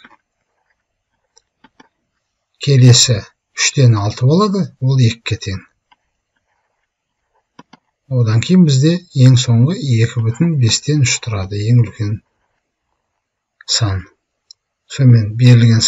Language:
Kazakh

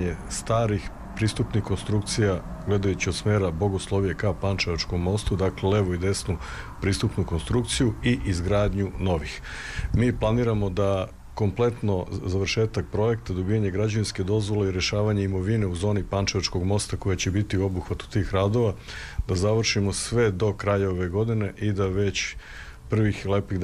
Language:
Serbian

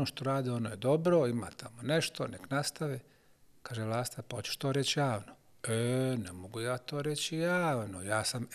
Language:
Croatian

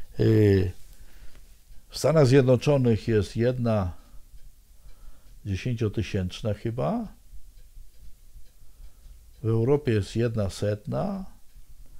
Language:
Polish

